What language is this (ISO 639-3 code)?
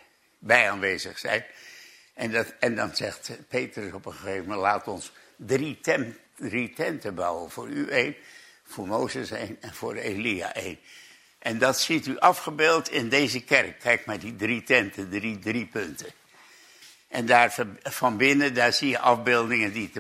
nld